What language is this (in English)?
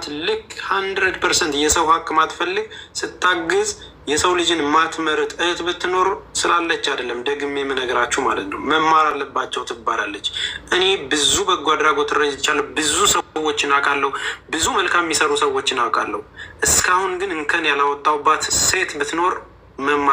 Amharic